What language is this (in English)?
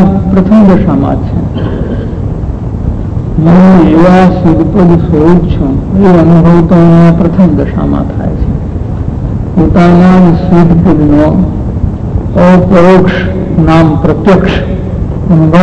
Gujarati